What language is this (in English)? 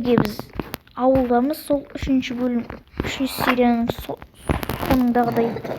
Kazakh